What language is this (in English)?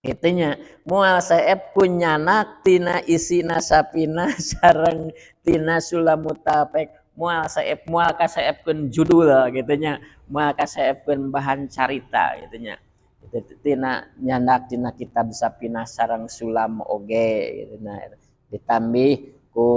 Sundanese